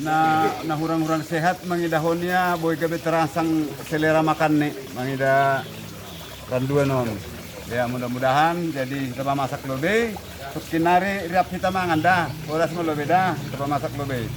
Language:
Batak Simalungun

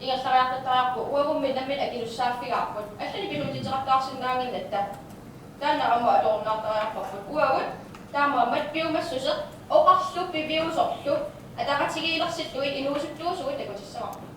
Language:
Kalaallisut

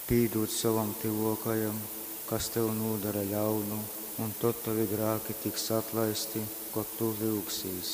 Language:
Latgalian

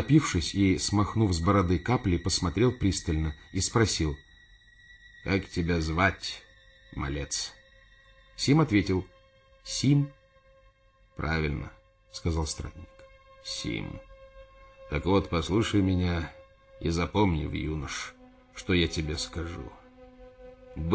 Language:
Russian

